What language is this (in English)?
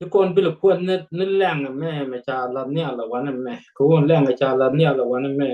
Nuer